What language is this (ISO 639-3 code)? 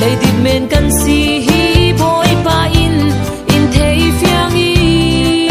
cfm